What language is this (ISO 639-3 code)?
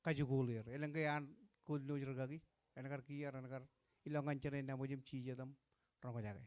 mah